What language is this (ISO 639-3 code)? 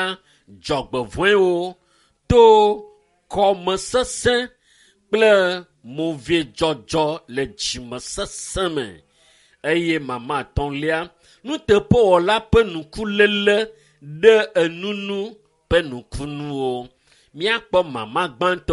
ewe